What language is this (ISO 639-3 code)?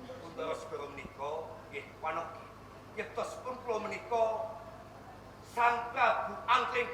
jav